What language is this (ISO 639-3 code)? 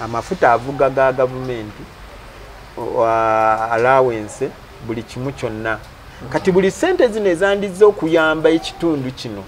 lug